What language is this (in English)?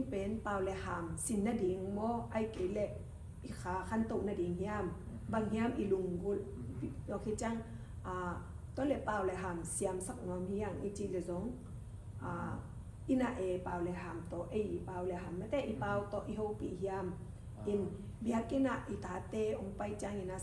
Tedim Chin